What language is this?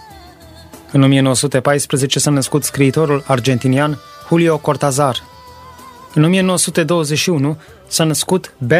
Romanian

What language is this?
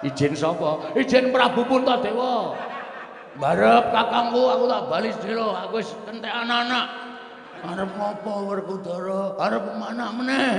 Javanese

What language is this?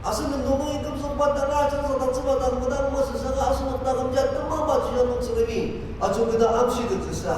Ao Naga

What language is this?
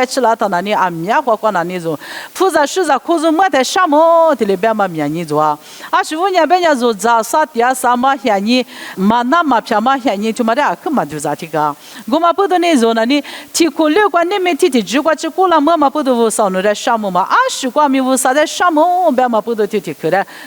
Lisu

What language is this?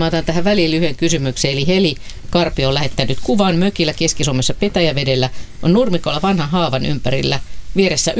Finnish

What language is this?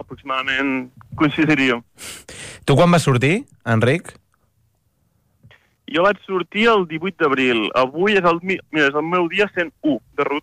Catalan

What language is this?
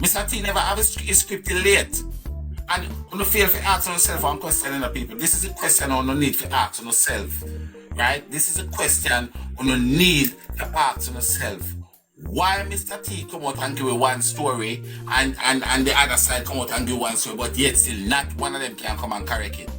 Jamaican Creole English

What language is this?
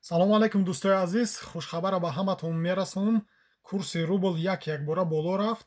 Tajik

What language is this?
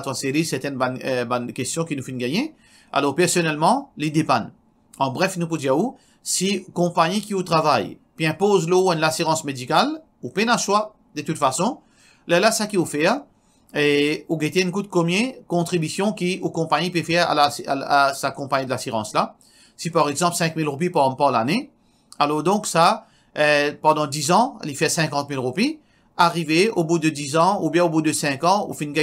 Morisyen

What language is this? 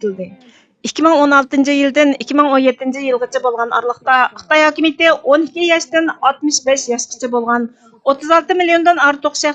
Uyghur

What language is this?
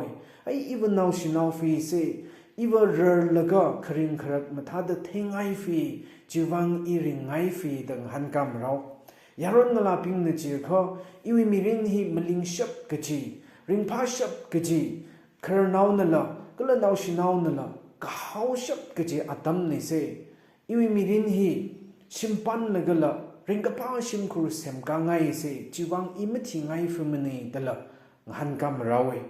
Tangkhul Naga (India)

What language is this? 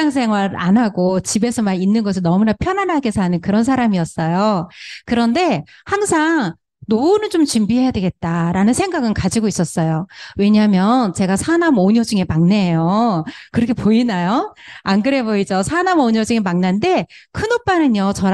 Korean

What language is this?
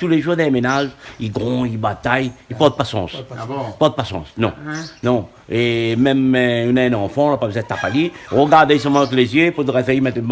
Réunion Creole French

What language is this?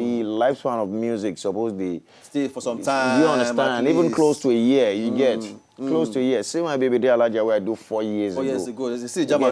Nigerian Pidgin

